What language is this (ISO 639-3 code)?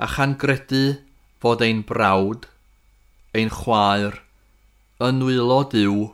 cym